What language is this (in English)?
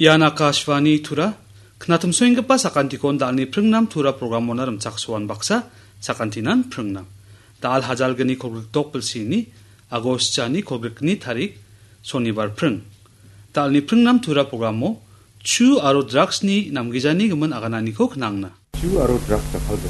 Garo